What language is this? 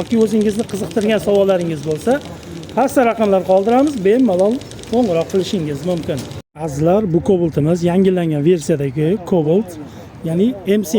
Uzbek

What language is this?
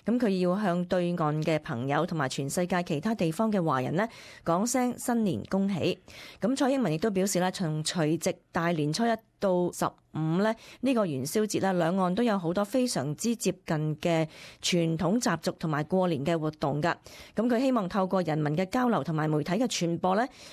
Cantonese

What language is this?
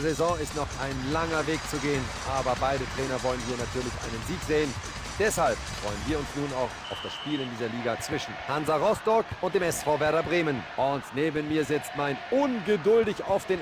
Bavarian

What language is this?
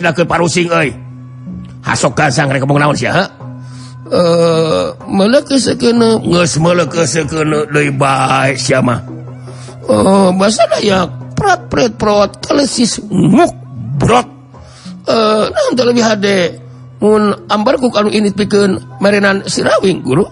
Sundanese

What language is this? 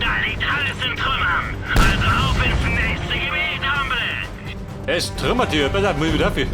Bavarian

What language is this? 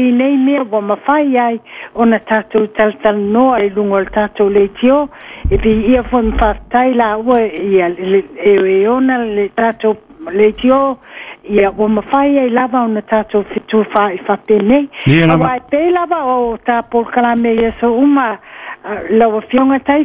Samoan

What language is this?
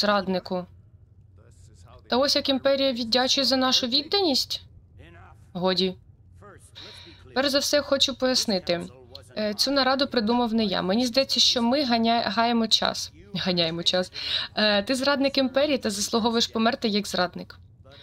Ukrainian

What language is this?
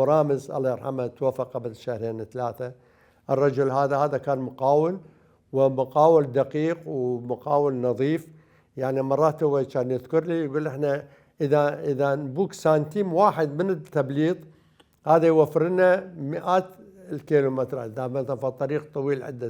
Mesopotamian Arabic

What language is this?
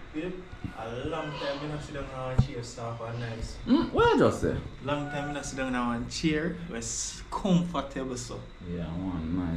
Jamaican Creole English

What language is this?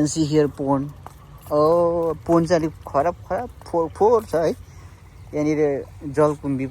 Nepali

